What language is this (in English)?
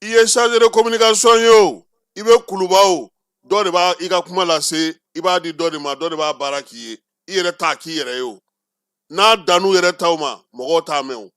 Bambara